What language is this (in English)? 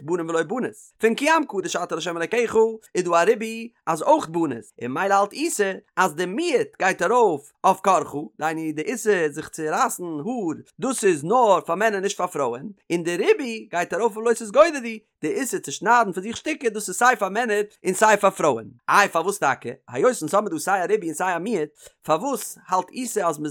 Yiddish